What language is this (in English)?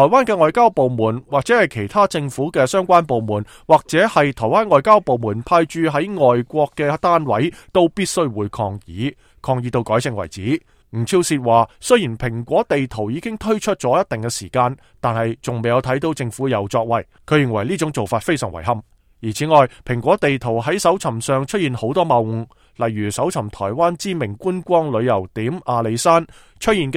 Cantonese